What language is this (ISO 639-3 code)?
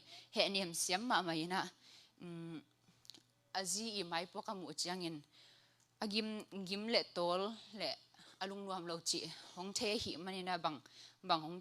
ctd